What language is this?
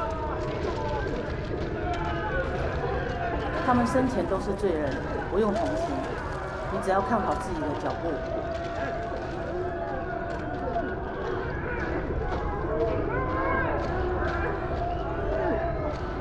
Chinese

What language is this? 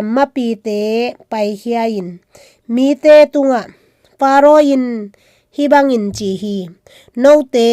Tedim Chin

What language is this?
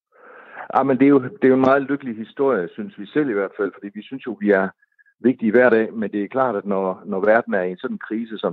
Danish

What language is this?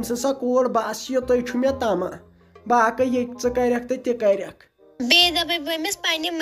Kashmiri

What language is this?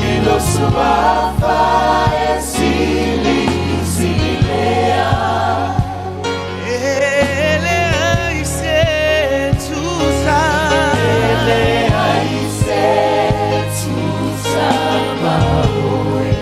Samoan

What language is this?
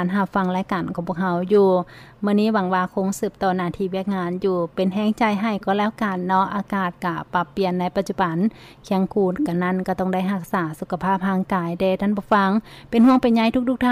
Lao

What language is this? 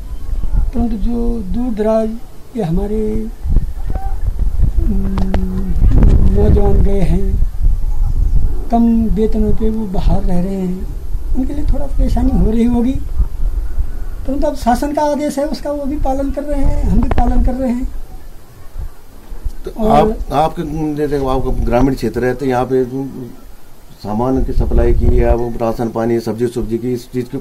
Hindi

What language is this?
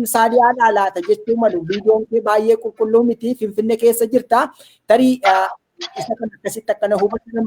Oromo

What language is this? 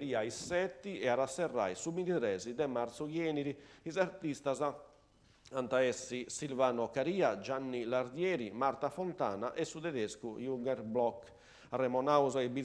Sardinian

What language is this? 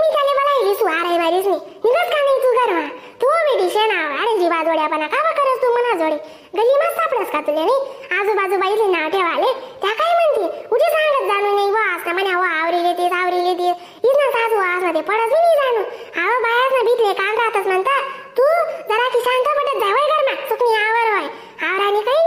Khandesi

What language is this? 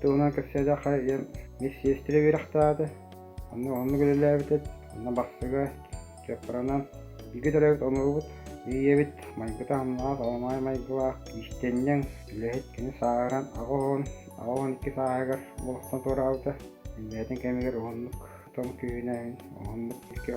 Yakut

